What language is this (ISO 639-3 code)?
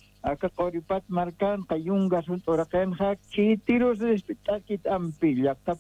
aym